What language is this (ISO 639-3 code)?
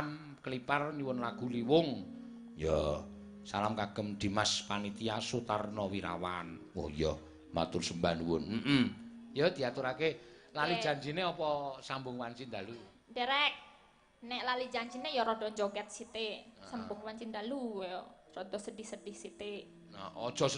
jav